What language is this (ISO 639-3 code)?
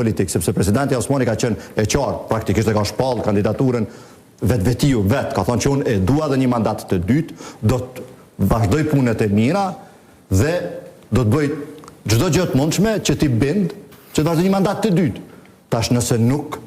sqi